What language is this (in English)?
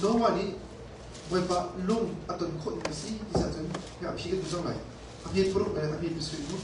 Hakha Chin